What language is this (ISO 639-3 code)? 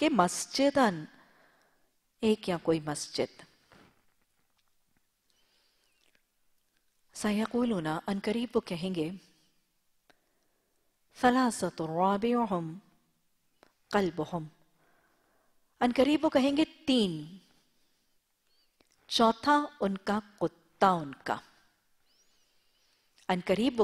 urd